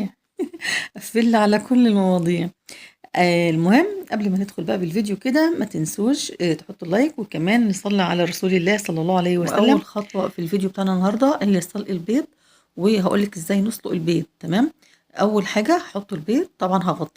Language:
Egyptian Arabic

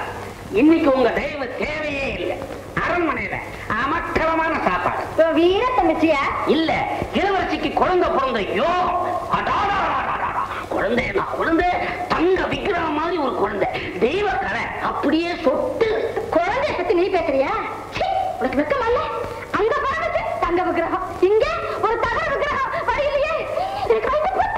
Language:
Tamil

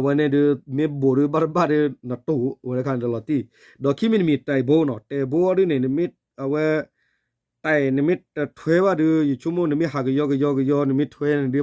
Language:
S'gaw Karen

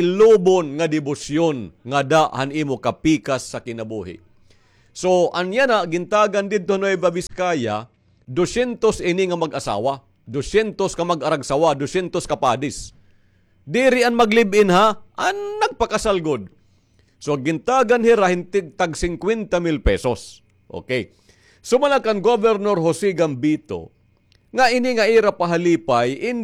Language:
Waray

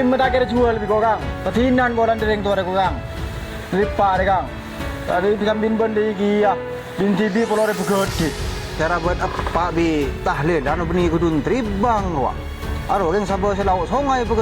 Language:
Madurese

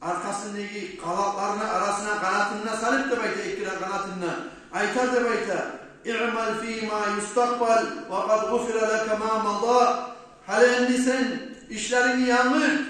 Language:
Kumyk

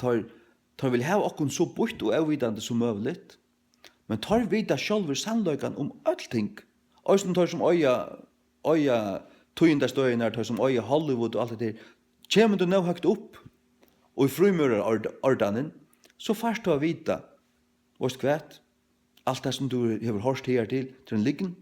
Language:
Faroese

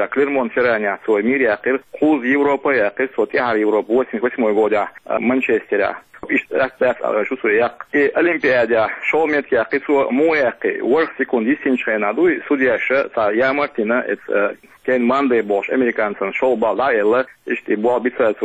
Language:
Chechen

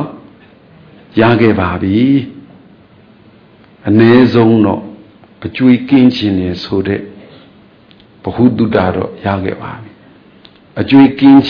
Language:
Burmese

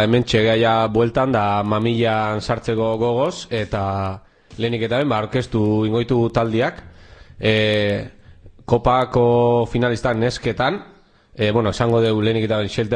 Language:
Basque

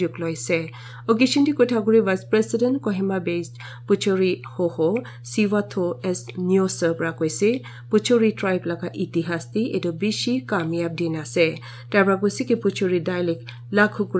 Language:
Naga Pidgin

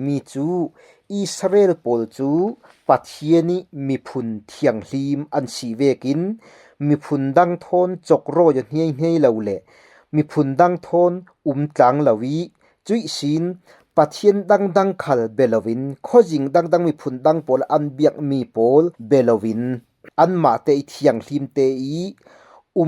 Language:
Falam Chin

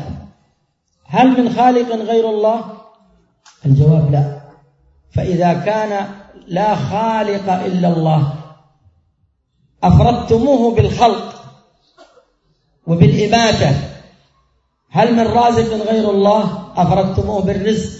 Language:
Arabic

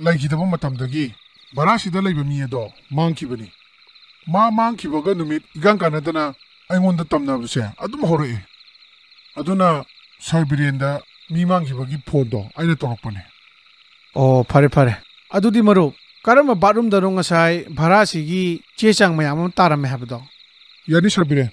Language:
Manipuri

